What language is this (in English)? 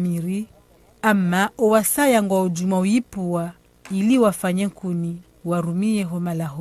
Ngazidja Comorian